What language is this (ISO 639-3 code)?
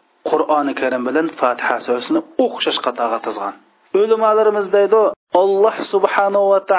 uig